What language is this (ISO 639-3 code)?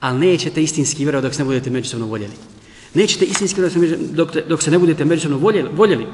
bos